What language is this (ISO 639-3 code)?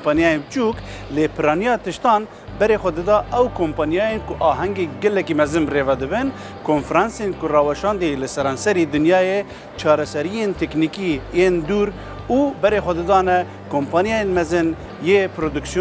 kur